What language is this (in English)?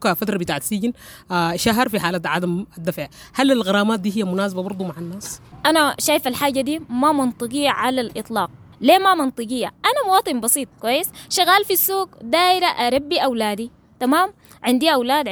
Sudanese Arabic